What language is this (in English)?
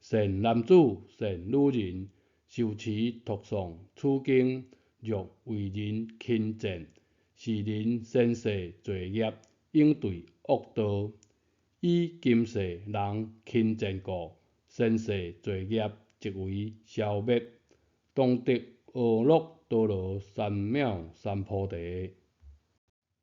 Min Nan Chinese